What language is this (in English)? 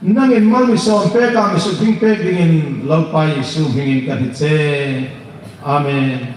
Hmar